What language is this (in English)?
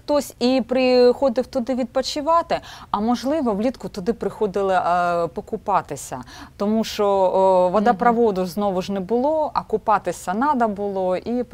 Ukrainian